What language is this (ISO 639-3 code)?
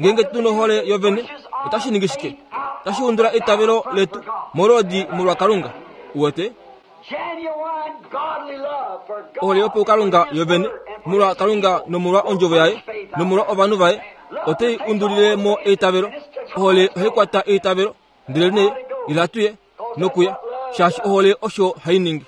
kua